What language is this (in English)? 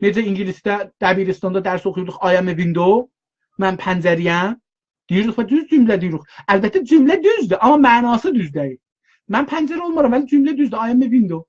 South Azerbaijani